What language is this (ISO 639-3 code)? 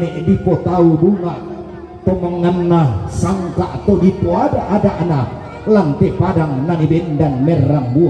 sda